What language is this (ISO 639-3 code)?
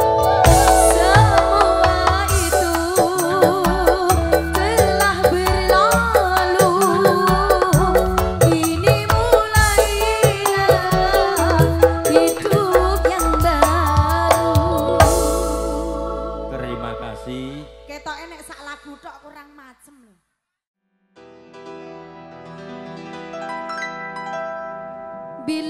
ind